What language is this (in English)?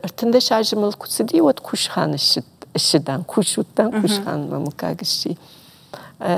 Ossetic